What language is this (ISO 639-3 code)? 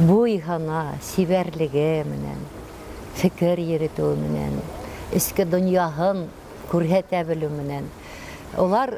bak